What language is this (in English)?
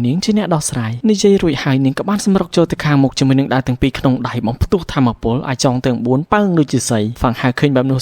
Khmer